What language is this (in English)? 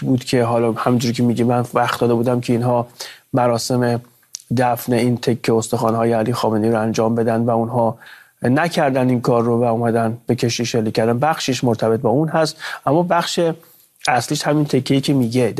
Persian